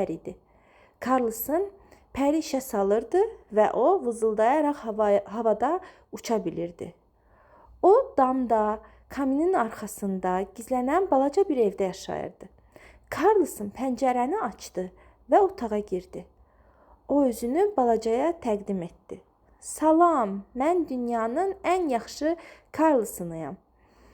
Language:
Azerbaijani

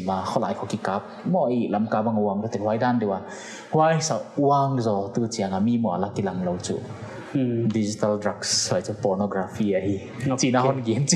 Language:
Paite Chin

